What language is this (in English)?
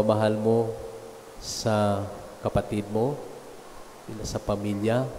Filipino